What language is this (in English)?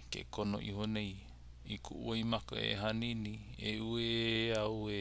Hawaiian